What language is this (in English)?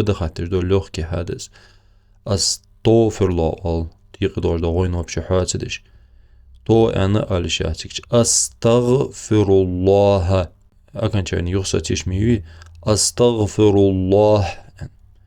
Ingush